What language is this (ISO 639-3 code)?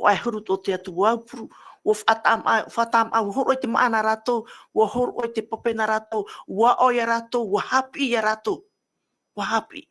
tah